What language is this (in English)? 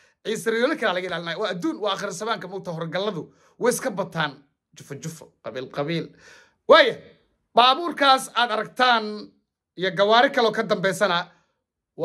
Somali